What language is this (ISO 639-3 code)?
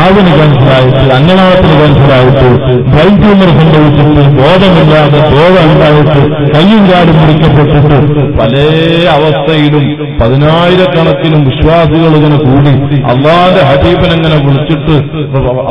mal